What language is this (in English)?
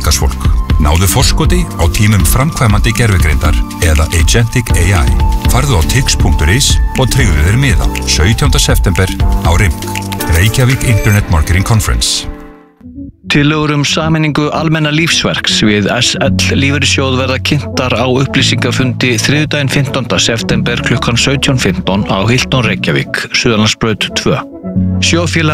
Icelandic